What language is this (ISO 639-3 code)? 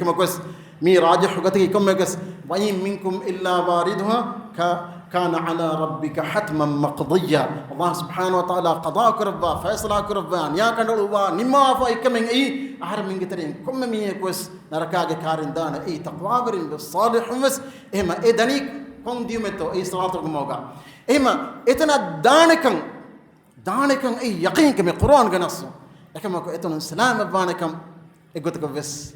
div